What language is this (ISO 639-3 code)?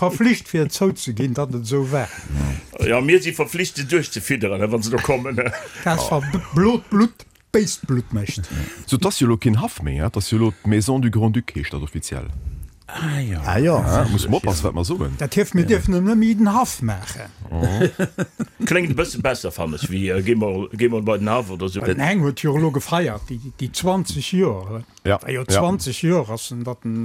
ltz